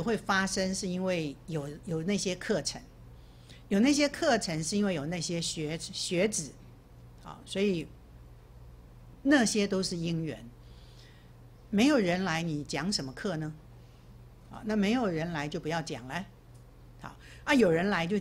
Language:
Chinese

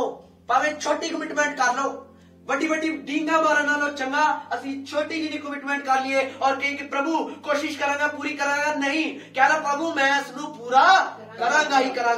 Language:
Punjabi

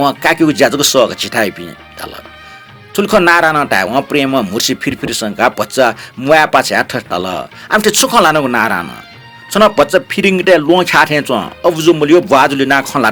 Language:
Newari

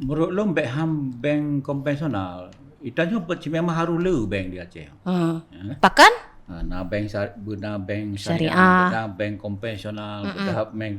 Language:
Achinese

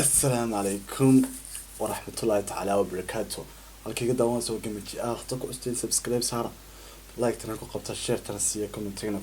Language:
Somali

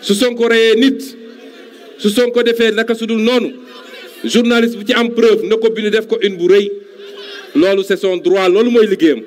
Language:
Wolof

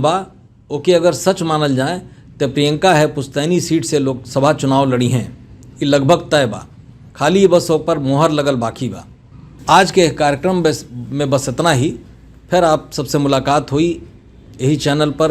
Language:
Bhojpuri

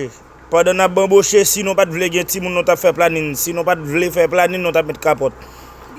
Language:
Haitian Creole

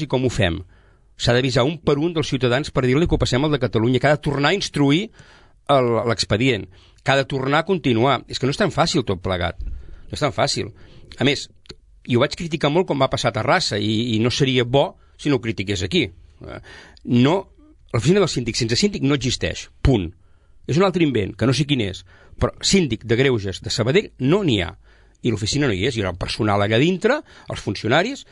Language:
Catalan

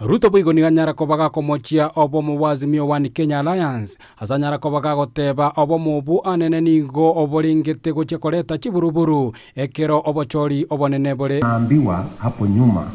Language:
Gusii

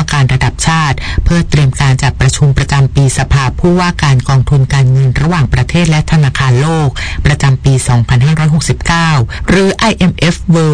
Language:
Thai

